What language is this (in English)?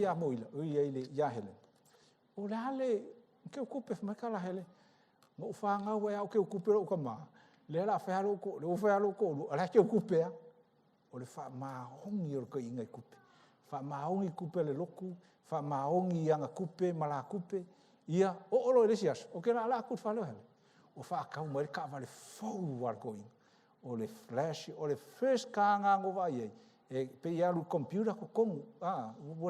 Samoan